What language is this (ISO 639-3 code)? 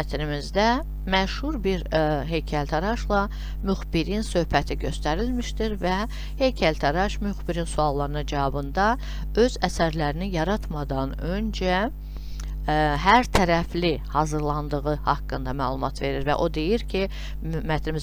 aze